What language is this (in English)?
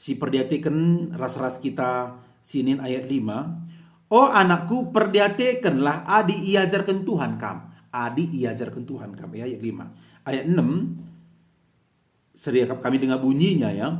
Batak Karo